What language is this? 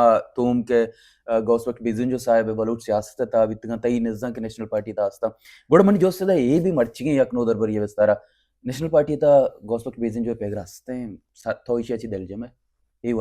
Baluchi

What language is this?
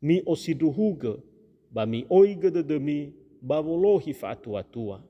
Nias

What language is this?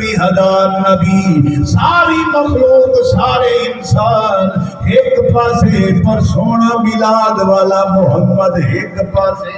Saraiki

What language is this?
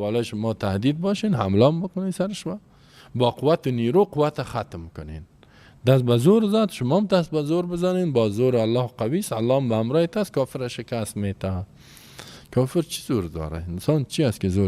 Persian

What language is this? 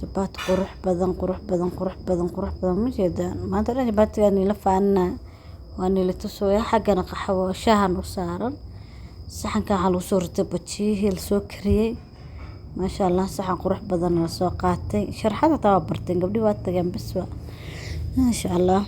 Somali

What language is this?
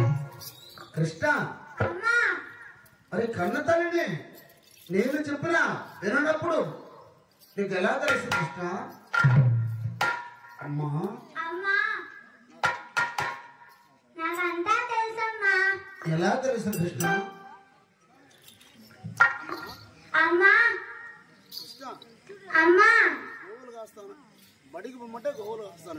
Telugu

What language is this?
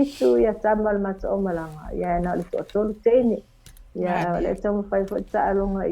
Samoan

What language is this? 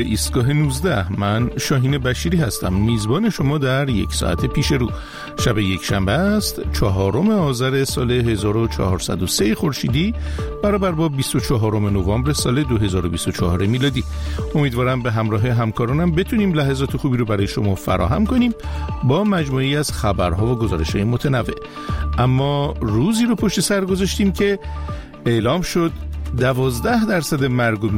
Persian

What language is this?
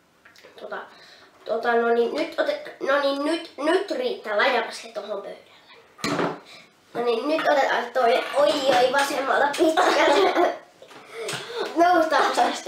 Finnish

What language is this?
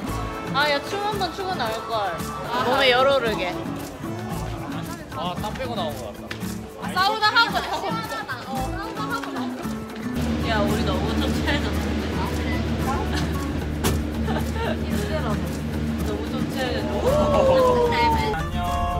Korean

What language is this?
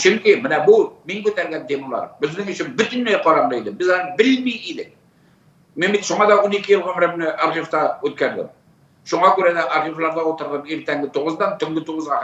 Tatar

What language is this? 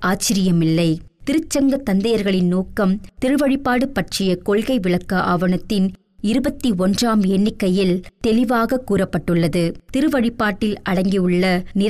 Tamil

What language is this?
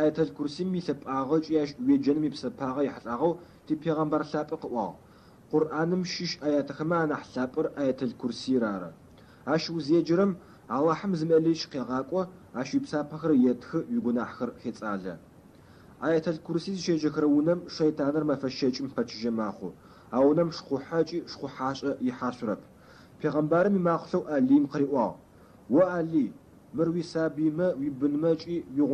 Adyghe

